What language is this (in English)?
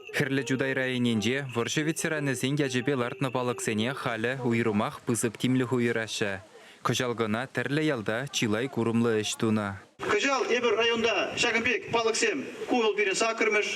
Chuvash